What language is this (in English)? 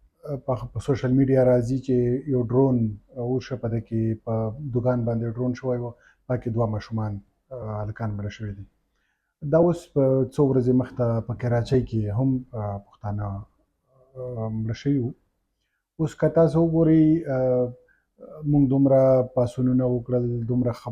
Pashto